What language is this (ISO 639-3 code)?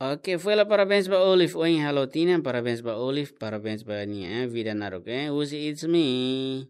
tet